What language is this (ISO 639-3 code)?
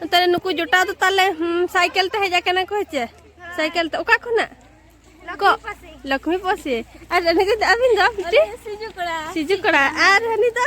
sat